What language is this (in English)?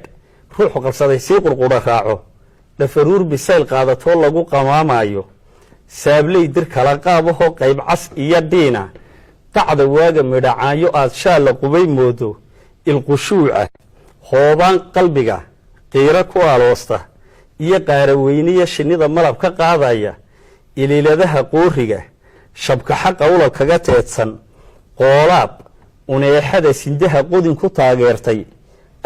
Somali